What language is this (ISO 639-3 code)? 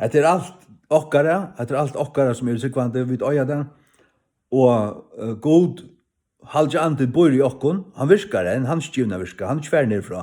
fao